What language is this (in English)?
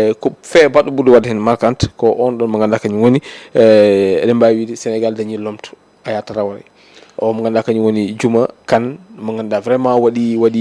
Fula